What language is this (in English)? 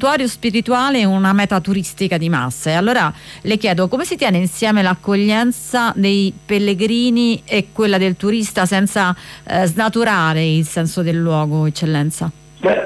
Italian